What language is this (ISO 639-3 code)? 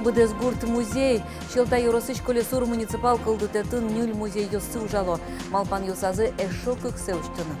udm